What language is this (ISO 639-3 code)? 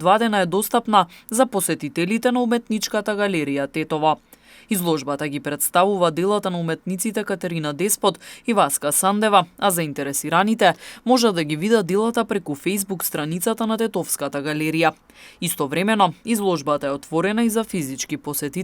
mkd